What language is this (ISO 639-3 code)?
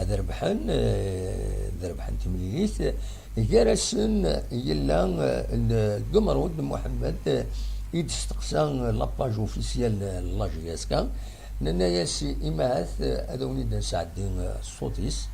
kab